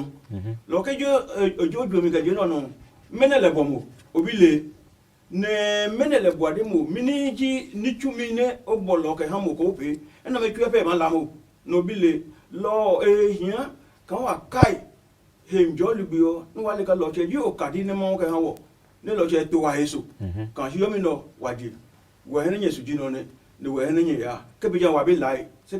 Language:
Adangme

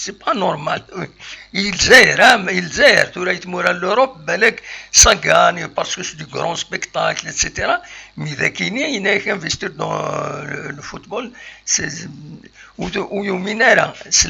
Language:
Kabyle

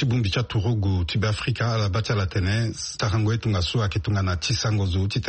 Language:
Sango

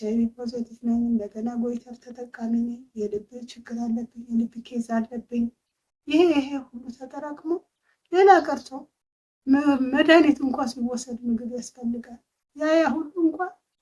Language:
Amharic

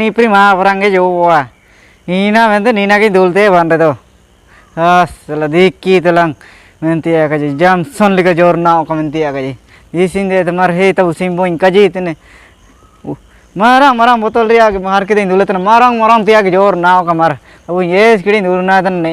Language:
Ho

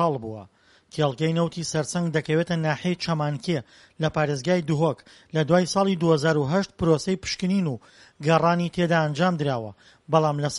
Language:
Central Kurdish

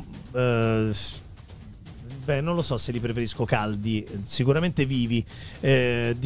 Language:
Italian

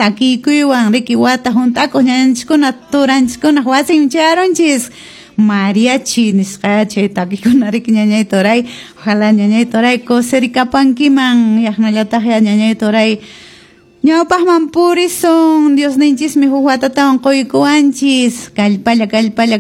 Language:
Quechua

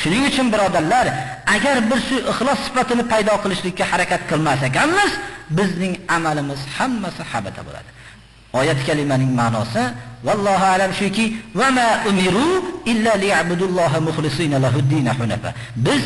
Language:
Uzbek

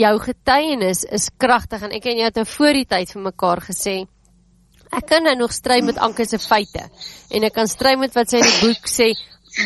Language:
Afrikaans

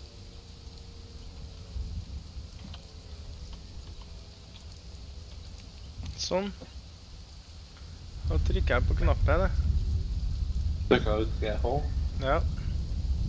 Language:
Norwegian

